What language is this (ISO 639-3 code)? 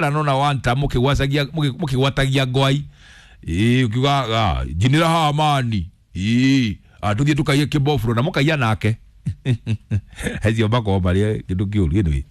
kik